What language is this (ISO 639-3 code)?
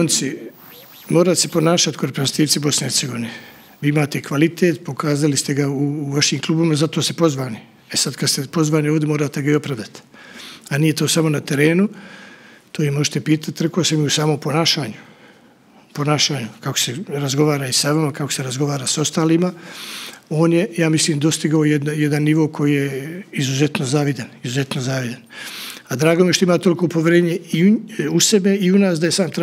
bos